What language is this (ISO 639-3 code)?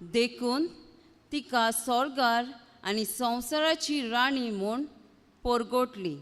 kok